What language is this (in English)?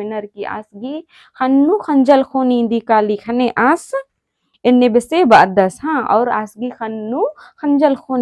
Kurukh